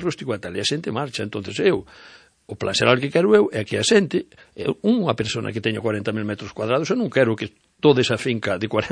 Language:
Galician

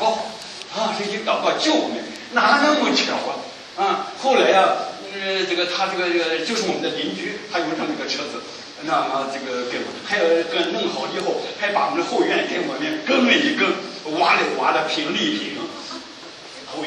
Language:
Chinese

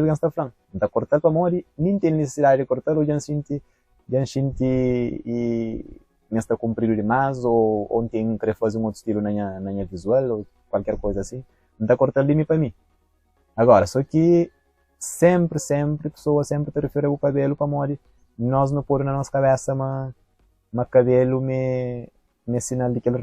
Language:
Kabuverdianu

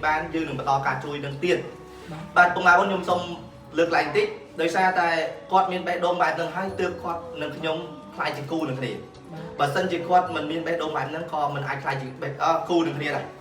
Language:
Khmer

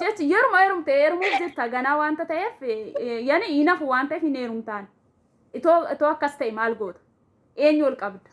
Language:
Oromo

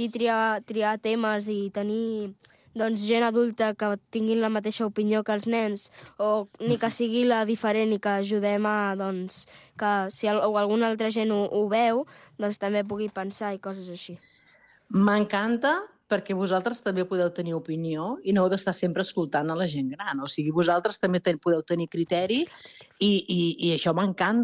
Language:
Catalan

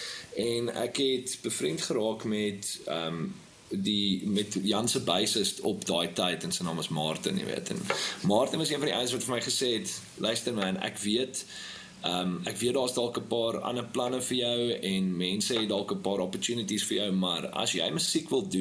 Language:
Afrikaans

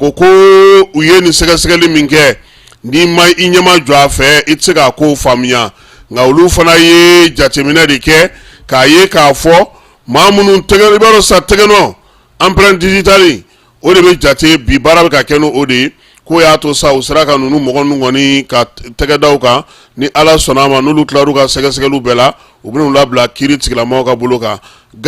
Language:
Bambara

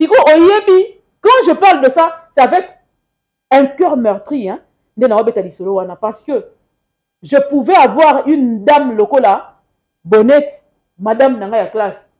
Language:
Lingala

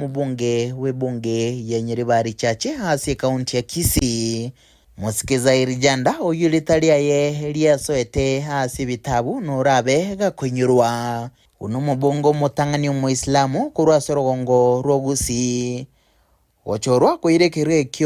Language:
Gusii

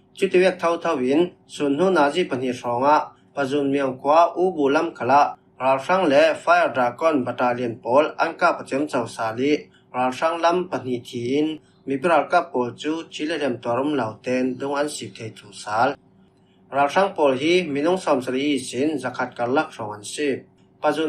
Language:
Falam Chin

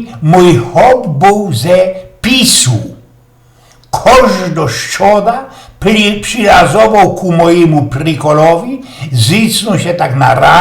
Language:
Silesian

